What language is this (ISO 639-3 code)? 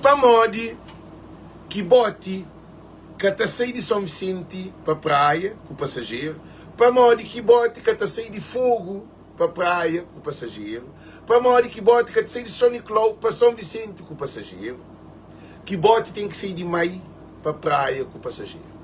kea